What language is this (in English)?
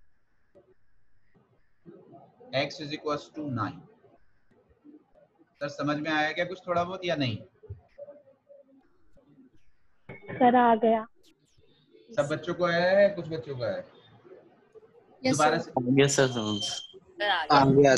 Hindi